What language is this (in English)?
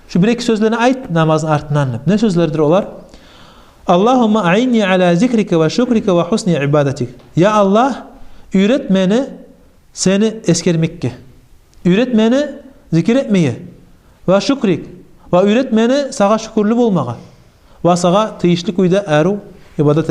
Kumyk